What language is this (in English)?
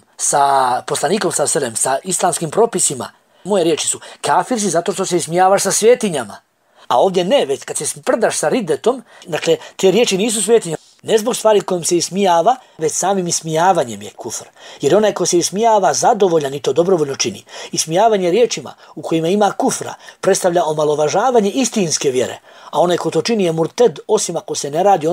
Bosnian